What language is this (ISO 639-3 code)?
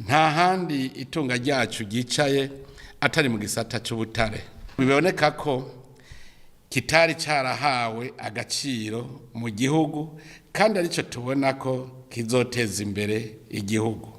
run